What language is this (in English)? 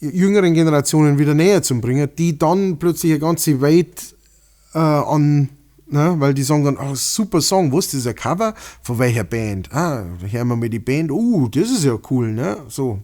Bavarian